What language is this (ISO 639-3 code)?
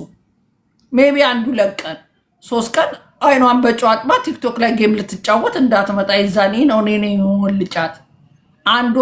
amh